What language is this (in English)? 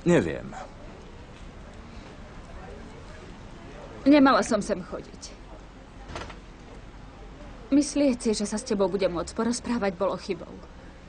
Slovak